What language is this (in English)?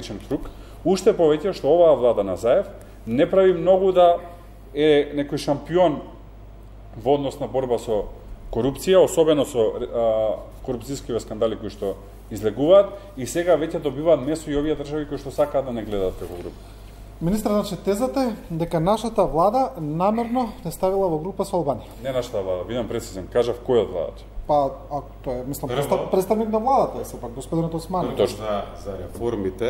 Macedonian